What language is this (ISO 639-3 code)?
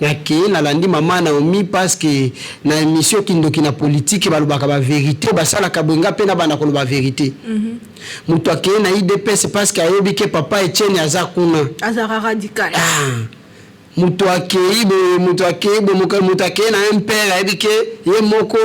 lin